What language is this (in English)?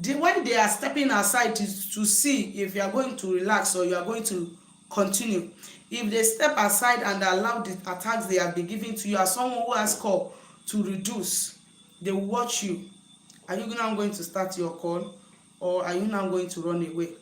Igbo